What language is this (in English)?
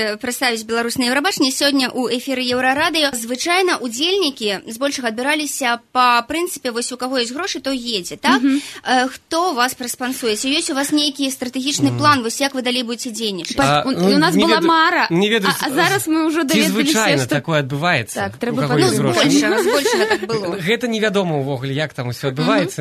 Belarusian